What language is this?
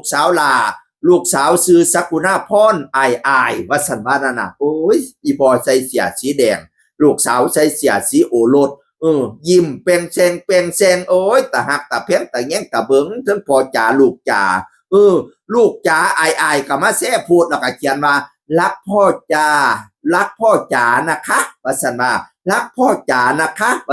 Northeastern Thai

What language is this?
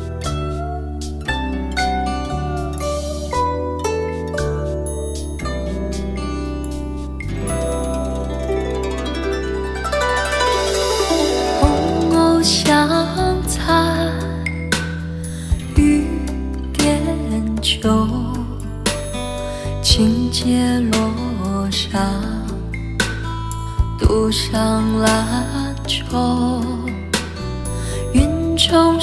Chinese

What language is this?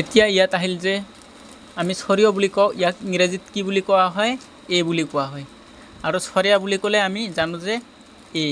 Assamese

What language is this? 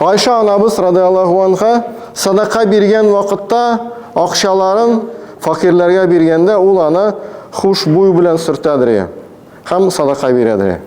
Tatar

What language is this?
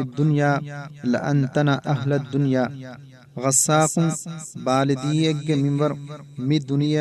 Divehi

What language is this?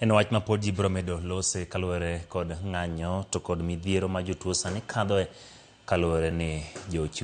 Luo (Kenya and Tanzania)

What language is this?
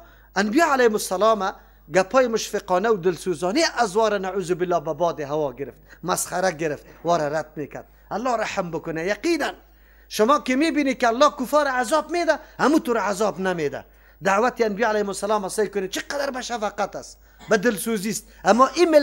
Persian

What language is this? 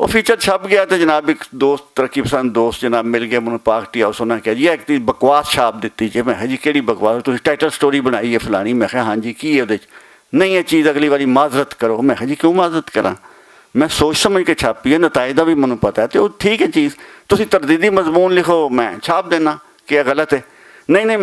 Western Panjabi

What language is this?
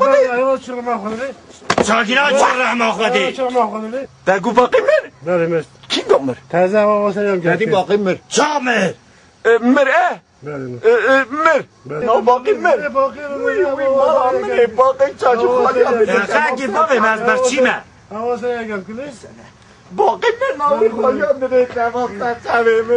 Kurdish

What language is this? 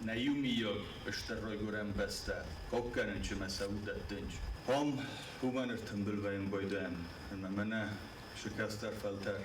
Ossetic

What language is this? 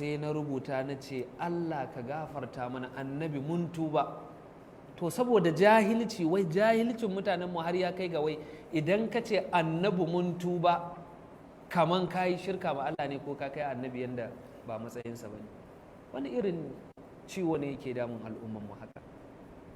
Hausa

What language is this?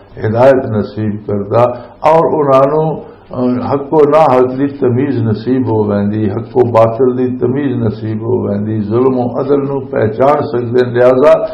Western Panjabi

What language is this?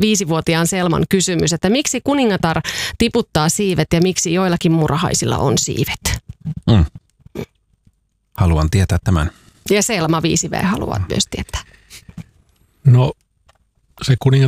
Finnish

